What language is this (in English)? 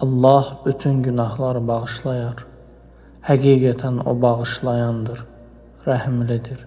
Azerbaijani